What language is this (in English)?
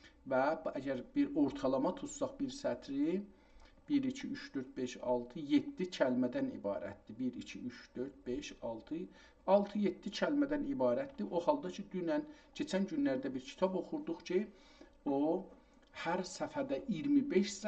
South Azerbaijani